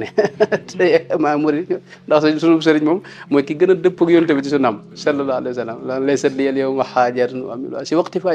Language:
Wolof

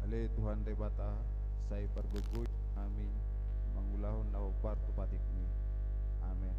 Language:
Batak Toba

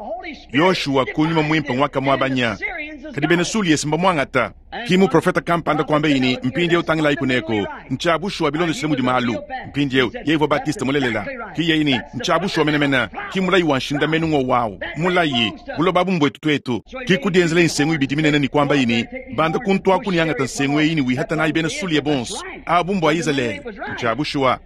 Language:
Luba-Lulua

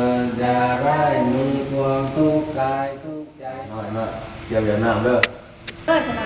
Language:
Northeastern Thai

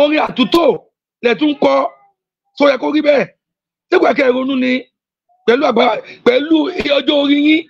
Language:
Yoruba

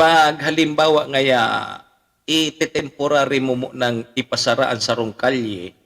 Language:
Bikol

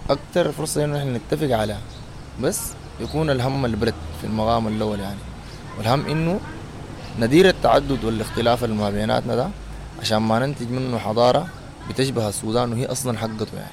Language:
Sudanese Arabic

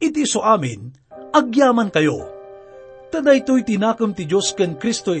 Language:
Iloko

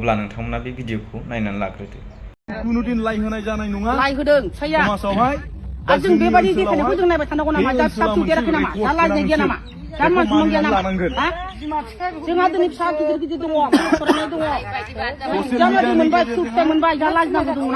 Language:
Bodo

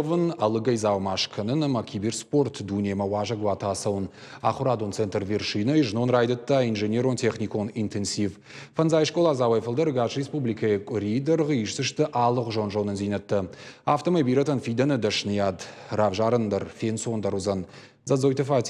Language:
Ossetic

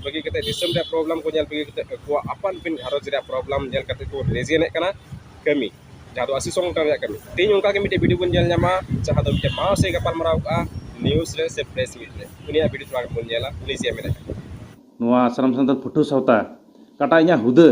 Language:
Santali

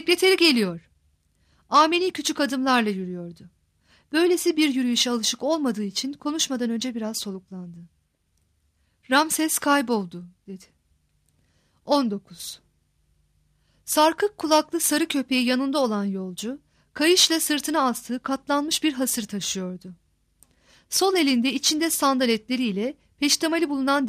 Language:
Turkish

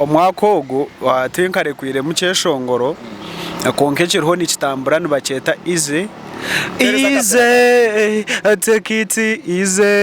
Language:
Nyankole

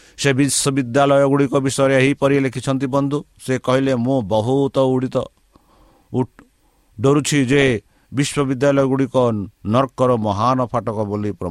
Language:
Odia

